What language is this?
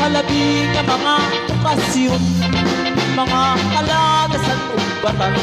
Waray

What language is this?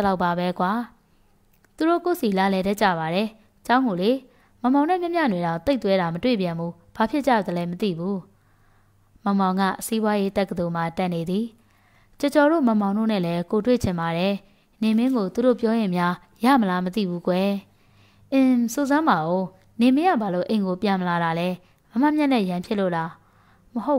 Burmese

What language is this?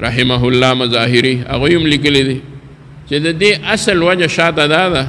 Pashto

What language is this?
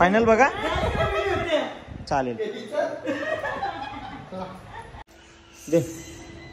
Marathi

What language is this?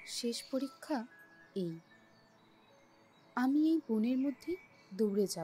Bangla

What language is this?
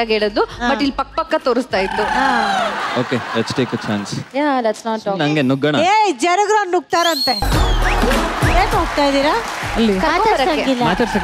Kannada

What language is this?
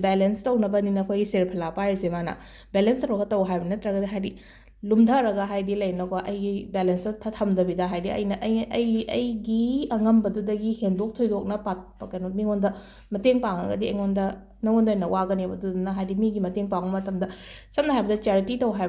Manipuri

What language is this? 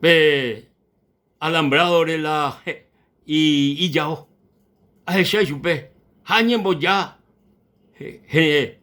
Guarani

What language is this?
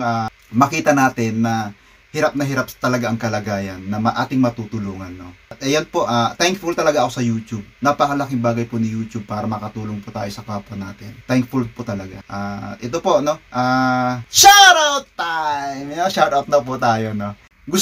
Filipino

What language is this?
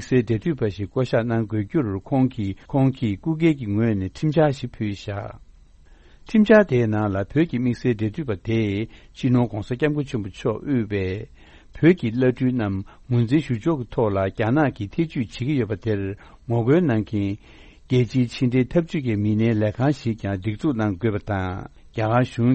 Tibetan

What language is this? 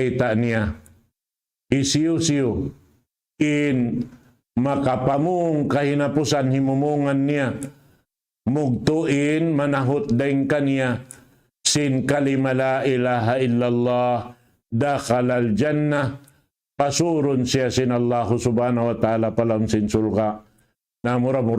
Tausug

